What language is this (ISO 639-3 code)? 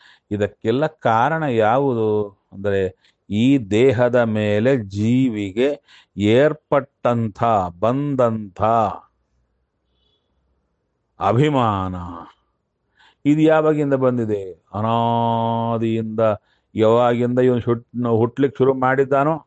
kan